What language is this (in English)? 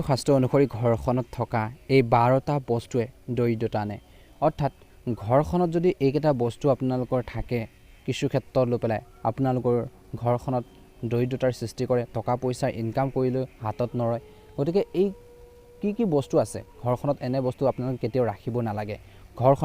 Assamese